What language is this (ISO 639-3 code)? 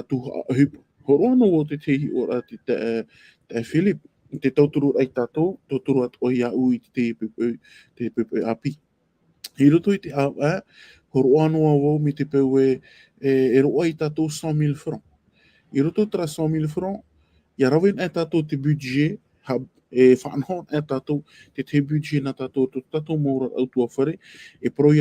tah